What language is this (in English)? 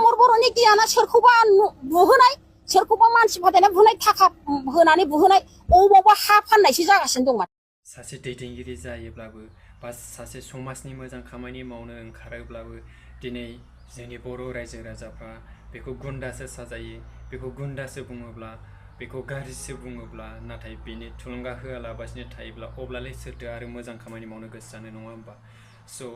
Bodo